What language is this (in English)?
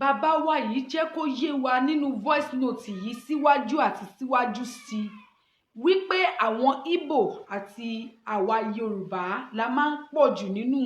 Yoruba